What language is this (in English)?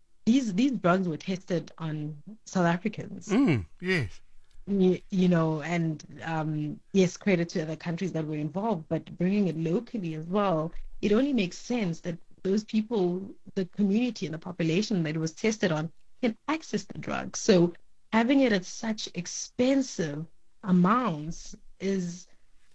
English